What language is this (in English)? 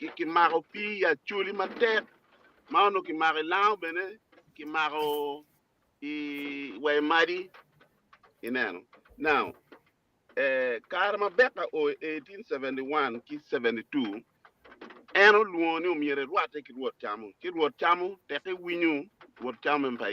Acoli